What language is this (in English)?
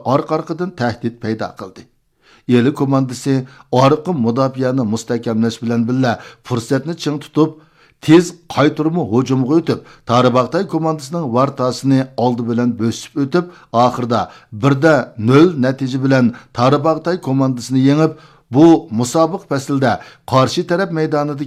Uyghur